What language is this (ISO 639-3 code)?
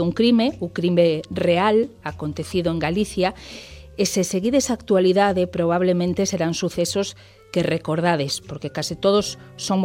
glg